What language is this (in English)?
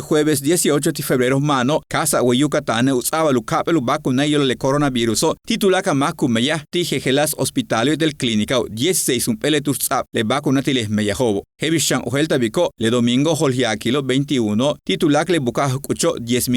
Yucateco